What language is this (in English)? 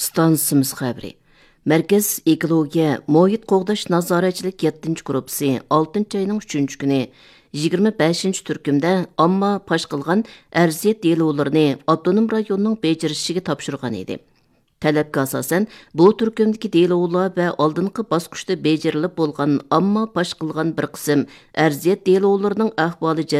Uyghur